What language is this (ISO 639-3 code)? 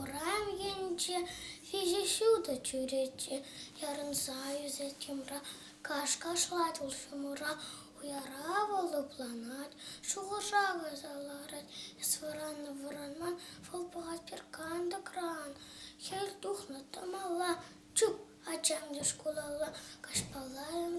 chv